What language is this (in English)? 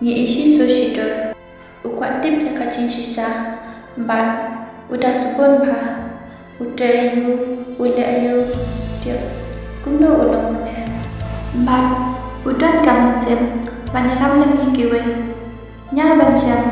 Khasi